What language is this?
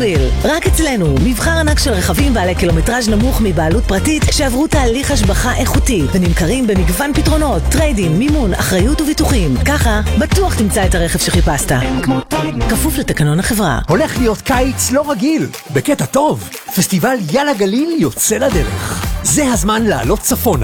Hebrew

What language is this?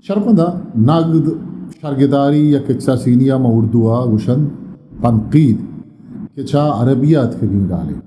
Eastern Balochi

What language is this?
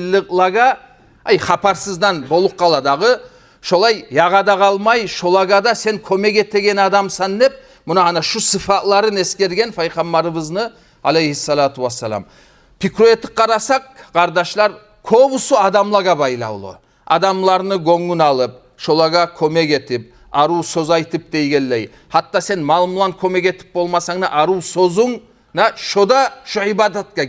Kumyk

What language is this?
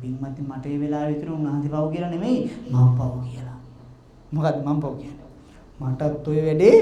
Sinhala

